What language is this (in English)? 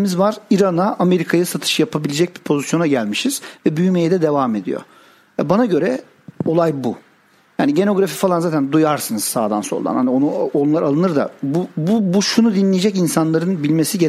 Turkish